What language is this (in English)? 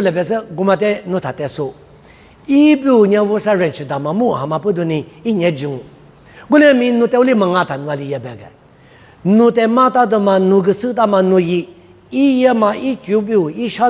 Lisu